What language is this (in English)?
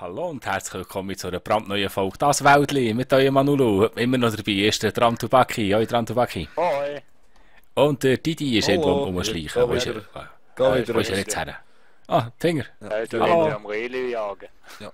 Swiss German